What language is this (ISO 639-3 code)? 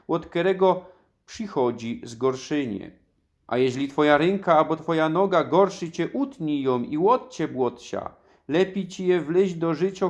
szl